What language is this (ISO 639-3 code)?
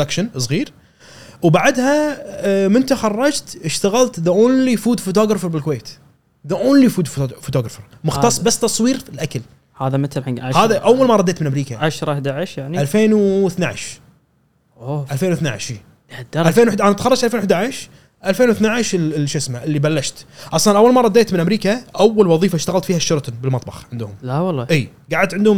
afb